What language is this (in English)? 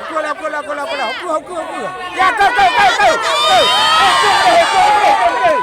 Achinese